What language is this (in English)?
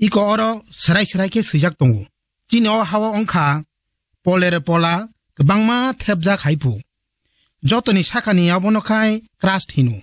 Kok Borok